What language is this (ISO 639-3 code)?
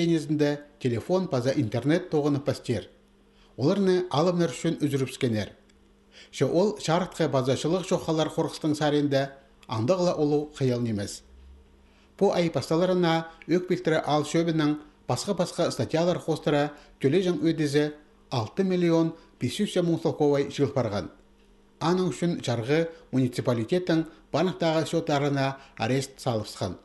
kjh